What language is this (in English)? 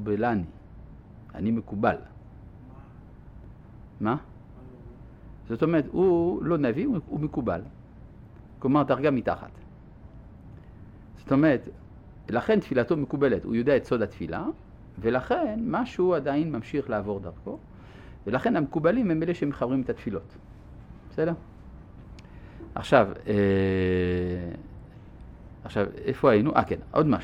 Hebrew